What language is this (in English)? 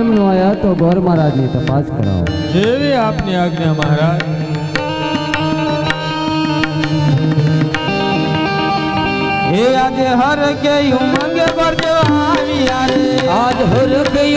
Gujarati